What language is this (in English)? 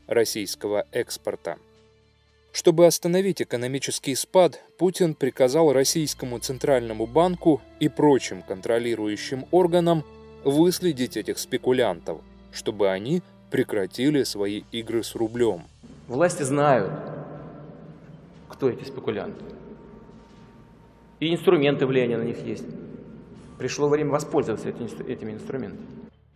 Russian